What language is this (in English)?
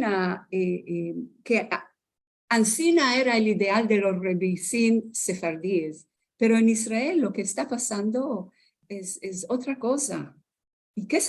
Ladino